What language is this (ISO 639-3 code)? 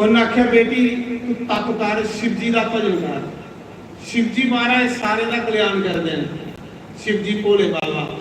doi